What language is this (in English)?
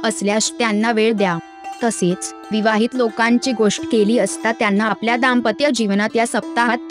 Marathi